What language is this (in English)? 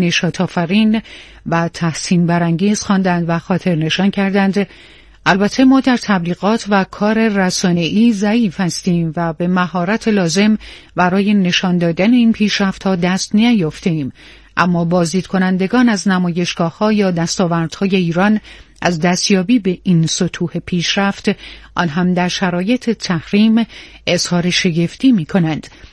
Persian